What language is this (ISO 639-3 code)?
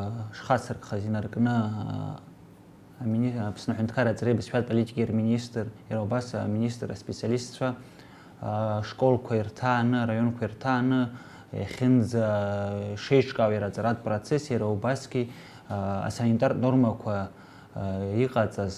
abk